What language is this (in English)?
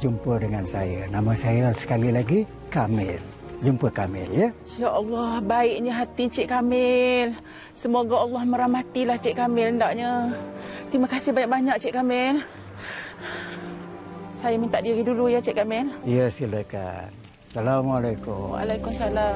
Malay